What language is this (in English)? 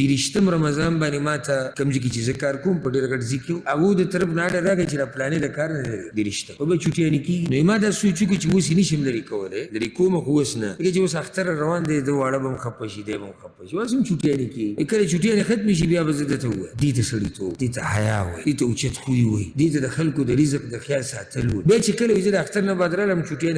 Pashto